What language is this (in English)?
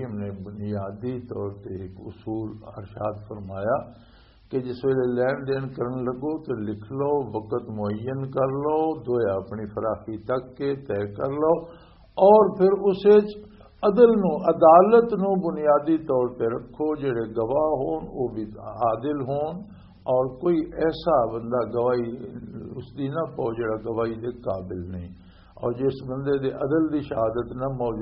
Western Panjabi